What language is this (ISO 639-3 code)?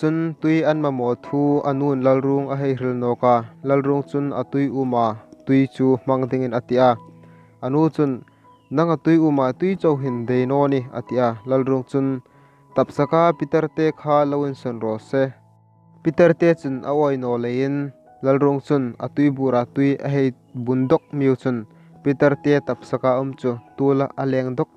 hmr